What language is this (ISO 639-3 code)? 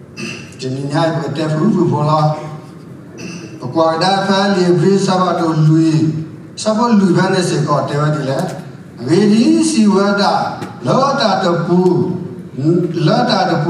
ksw